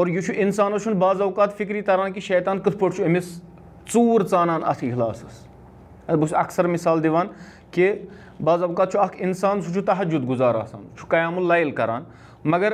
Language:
Kashmiri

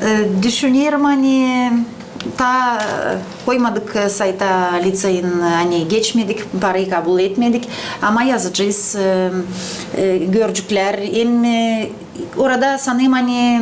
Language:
Gagauz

